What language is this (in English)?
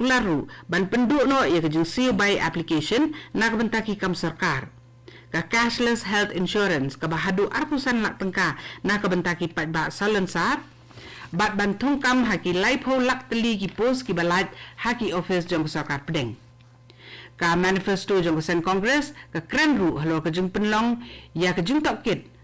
Khasi